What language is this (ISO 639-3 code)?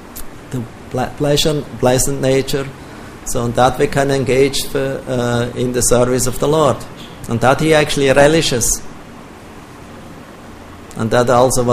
eng